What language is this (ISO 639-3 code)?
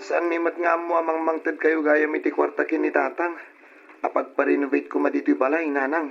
ilo